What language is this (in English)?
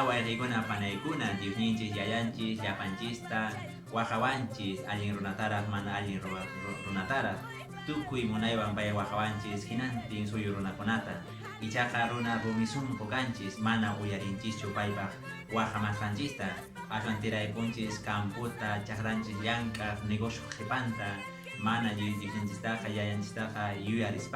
Quechua